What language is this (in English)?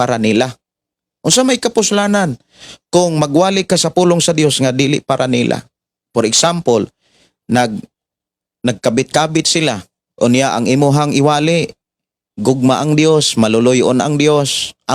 Cebuano